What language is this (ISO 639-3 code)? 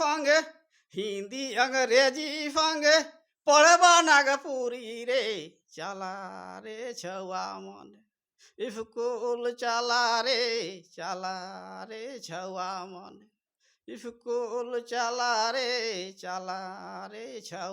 sck